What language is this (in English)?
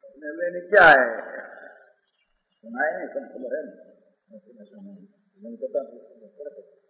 Hindi